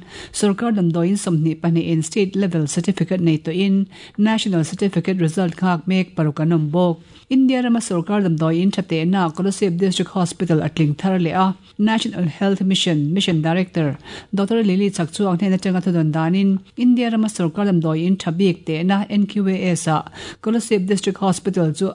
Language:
Mizo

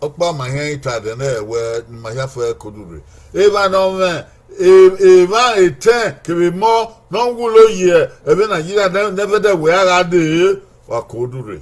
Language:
Bini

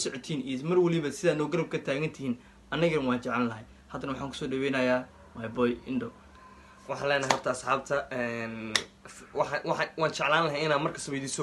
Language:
Somali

